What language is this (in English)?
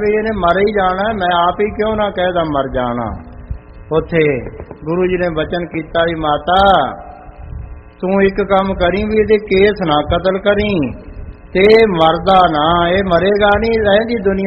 Punjabi